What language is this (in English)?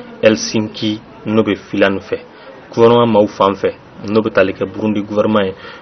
Bambara